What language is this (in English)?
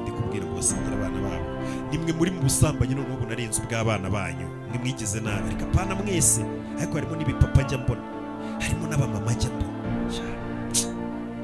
Kinyarwanda